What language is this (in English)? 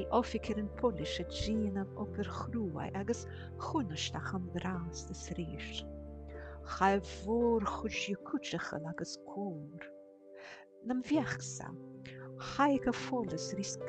Scottish Gaelic